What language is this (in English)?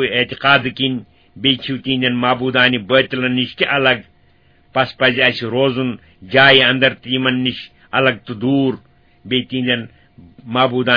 Kashmiri